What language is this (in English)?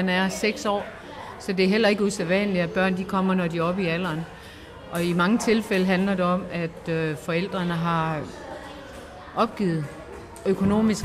Danish